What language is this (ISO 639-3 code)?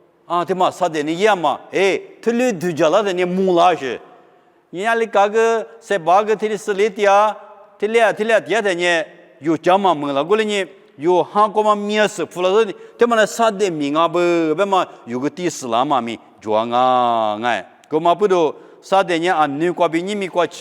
lis